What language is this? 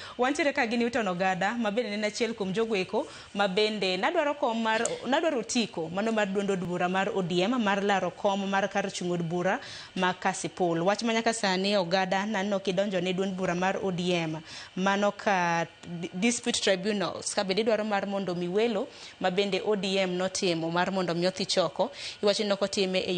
Luo (Kenya and Tanzania)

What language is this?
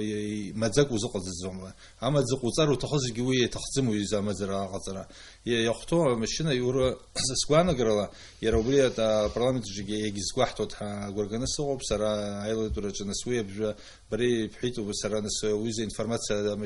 Abkhazian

